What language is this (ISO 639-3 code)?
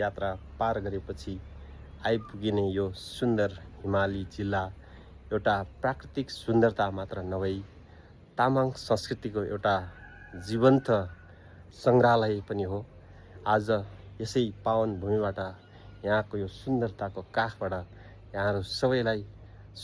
nep